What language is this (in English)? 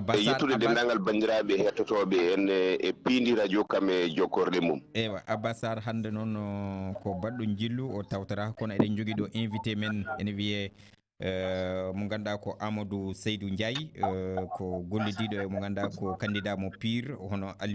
Fula